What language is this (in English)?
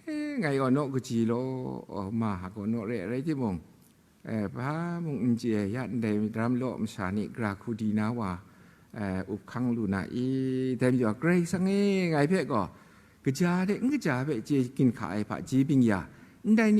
Kachin